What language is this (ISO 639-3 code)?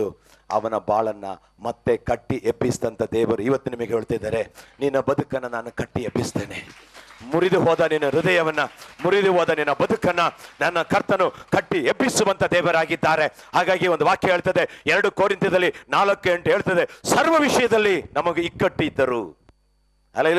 kan